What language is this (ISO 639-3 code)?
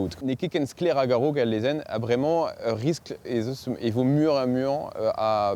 bre